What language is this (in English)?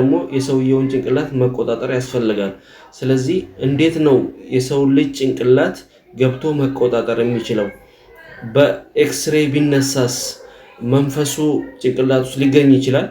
Amharic